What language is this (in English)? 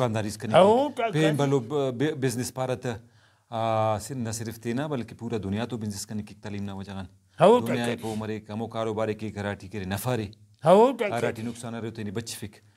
Brahui